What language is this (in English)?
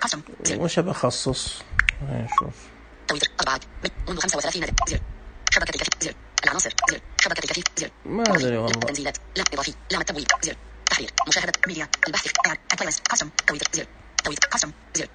Najdi Arabic